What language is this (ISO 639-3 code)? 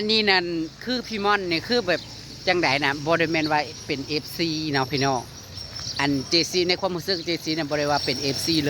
tts